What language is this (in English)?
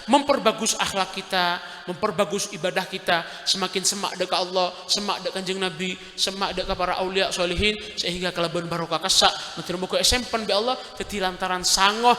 Madurese